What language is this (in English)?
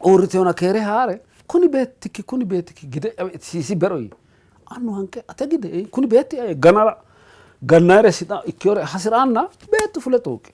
Sidamo